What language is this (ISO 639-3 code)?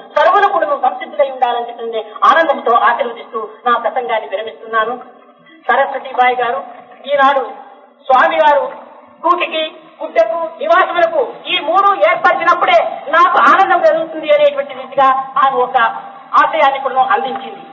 tel